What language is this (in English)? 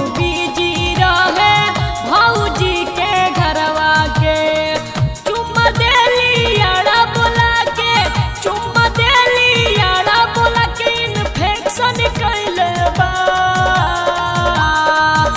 Bhojpuri